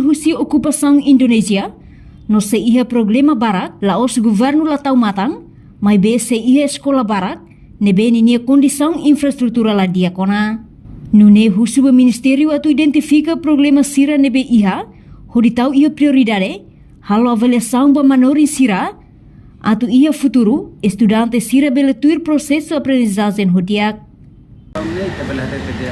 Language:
Tetum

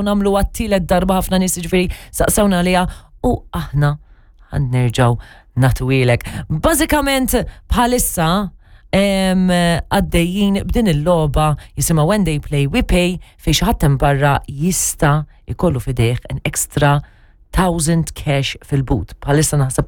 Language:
Maltese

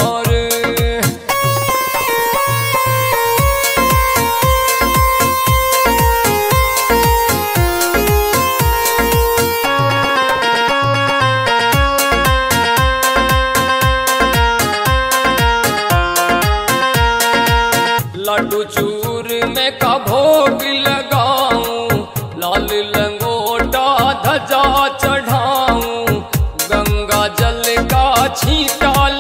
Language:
Haryanvi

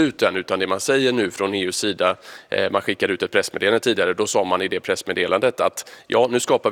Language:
Swedish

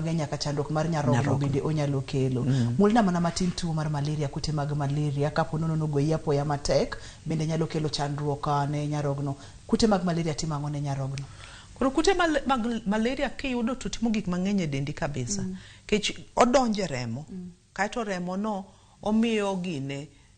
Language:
Luo (Kenya and Tanzania)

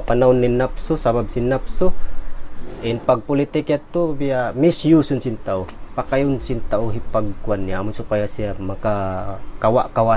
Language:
Tausug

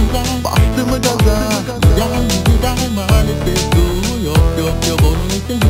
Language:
Turkish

